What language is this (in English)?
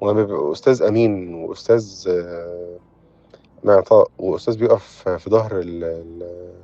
Egyptian Arabic